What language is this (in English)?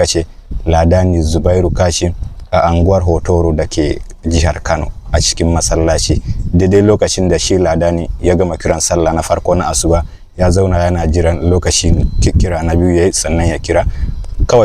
Hausa